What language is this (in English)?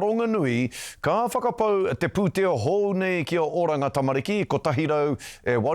Māori